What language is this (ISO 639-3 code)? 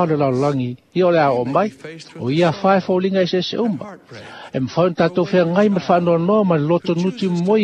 smo